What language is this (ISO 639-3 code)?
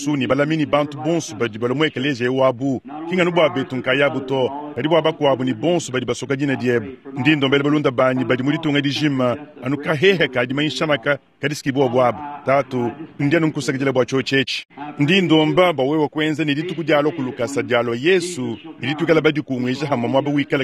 lua